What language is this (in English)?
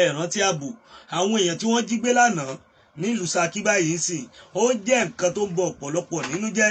Yoruba